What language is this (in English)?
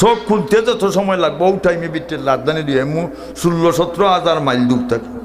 Sylheti